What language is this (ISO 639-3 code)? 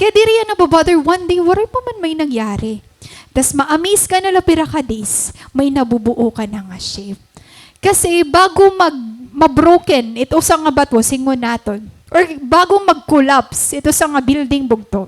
war